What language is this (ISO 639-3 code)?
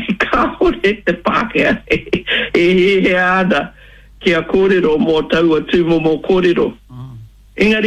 mri